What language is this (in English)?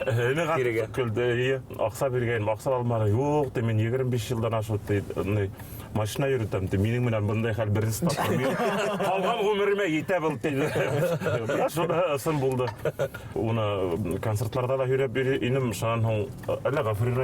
Bashkir